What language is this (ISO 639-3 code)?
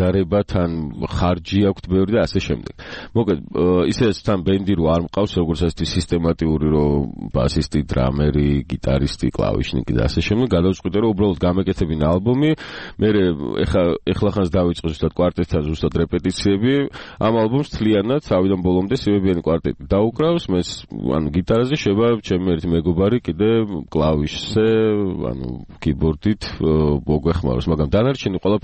kat